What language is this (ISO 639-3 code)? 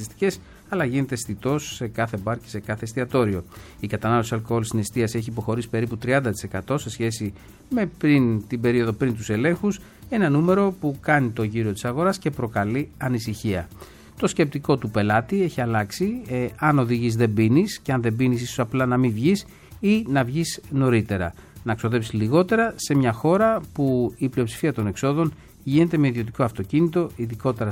ell